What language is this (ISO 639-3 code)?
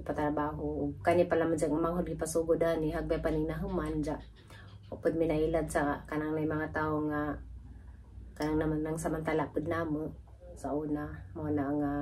ceb